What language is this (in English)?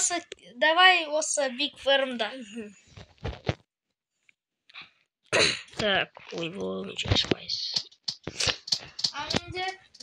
Kazakh